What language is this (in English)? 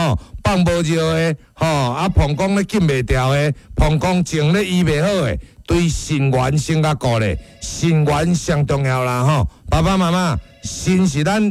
Min Nan Chinese